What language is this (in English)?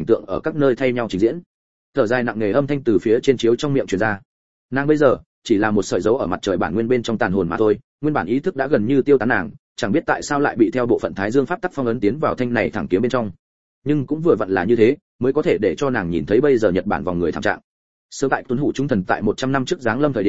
Vietnamese